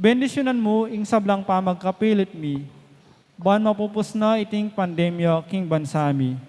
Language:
Pampanga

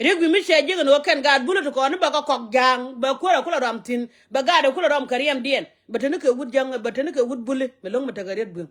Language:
Nuer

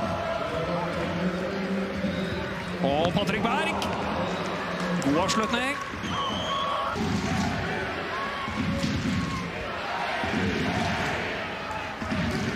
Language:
Norwegian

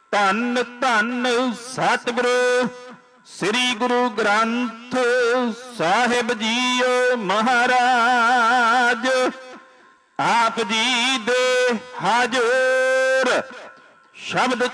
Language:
Punjabi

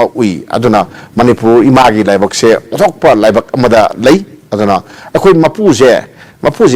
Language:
Manipuri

